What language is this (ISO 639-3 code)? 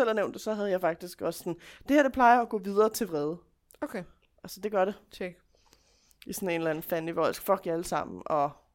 dan